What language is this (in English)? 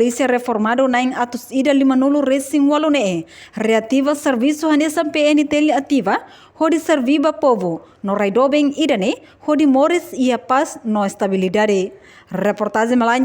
Tetum